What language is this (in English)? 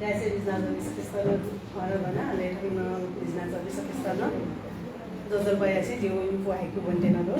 Newari